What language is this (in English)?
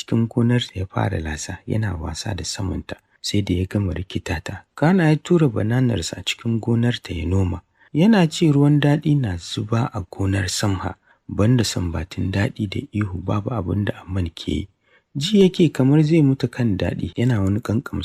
Hausa